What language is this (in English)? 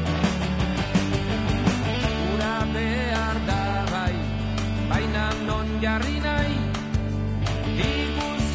Basque